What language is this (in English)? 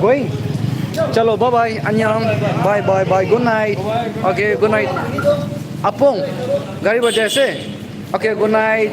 Naga Pidgin